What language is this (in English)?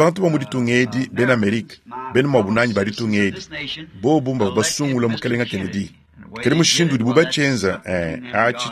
Luba-Lulua